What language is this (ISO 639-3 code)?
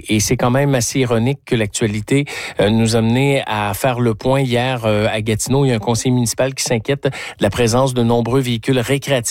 fra